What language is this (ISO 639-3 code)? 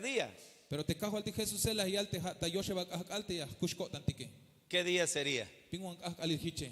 tzh